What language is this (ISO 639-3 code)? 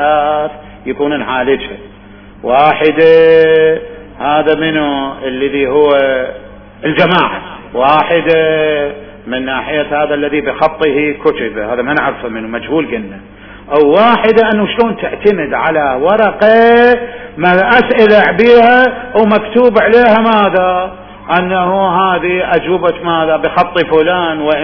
acm